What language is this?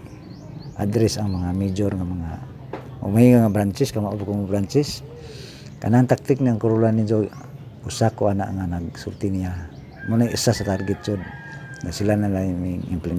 Cebuano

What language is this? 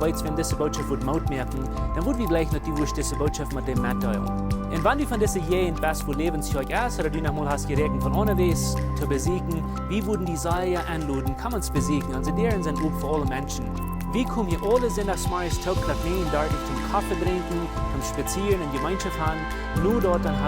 Plautdietsch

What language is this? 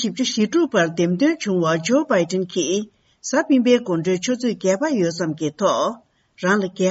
Tibetan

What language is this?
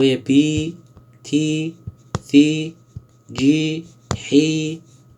Somali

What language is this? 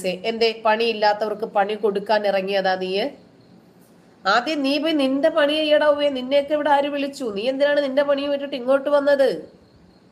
Malayalam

